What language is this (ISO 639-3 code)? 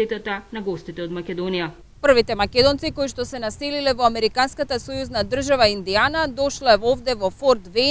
mkd